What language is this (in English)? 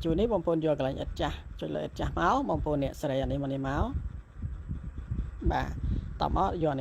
Khmer